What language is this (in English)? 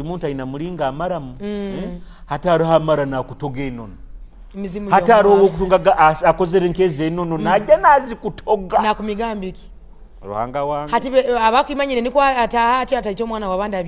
Nyoro